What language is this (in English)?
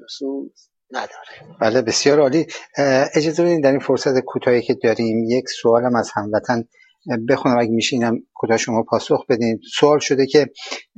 Persian